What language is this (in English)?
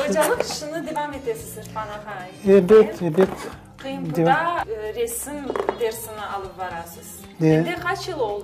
Crimean Tatar